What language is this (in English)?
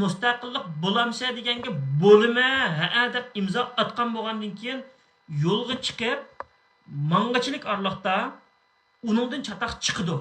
Uyghur